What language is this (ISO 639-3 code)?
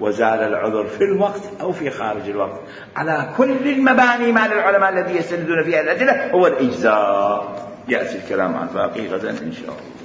acm